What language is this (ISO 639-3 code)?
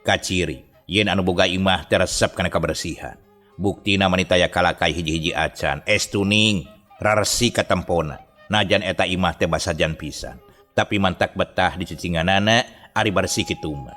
sun